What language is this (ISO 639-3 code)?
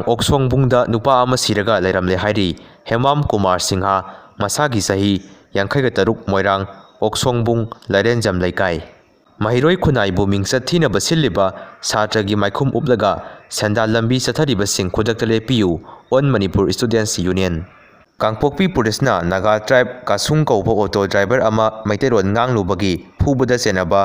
mni